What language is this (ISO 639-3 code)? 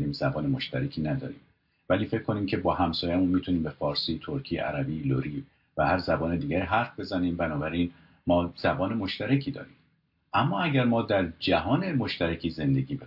fas